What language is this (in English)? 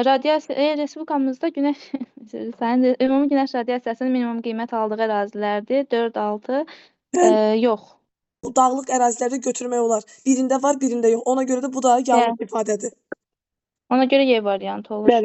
Azerbaijani